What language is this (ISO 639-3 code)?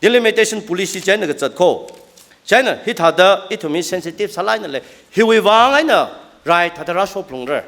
nmf